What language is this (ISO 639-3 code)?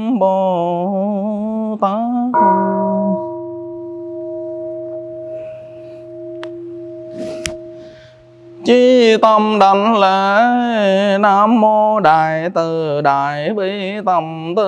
vie